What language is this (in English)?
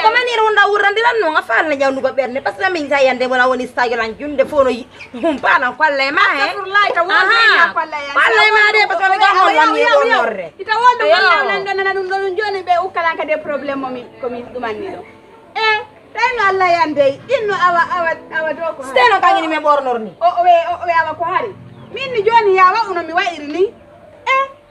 Fula